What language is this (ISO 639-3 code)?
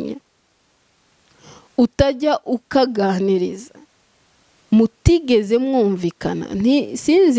kin